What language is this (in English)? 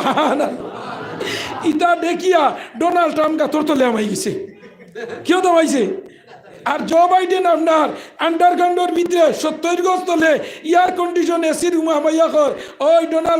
Sylheti